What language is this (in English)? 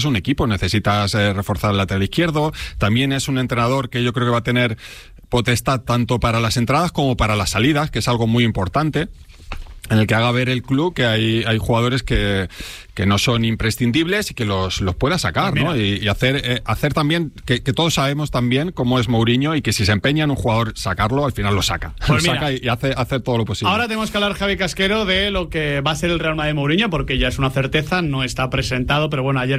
Spanish